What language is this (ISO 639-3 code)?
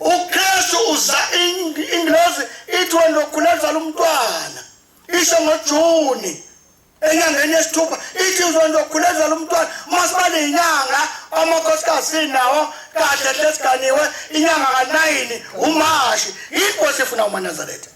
zul